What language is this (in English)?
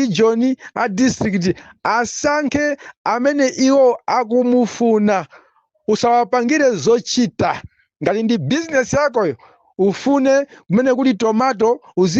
Nyanja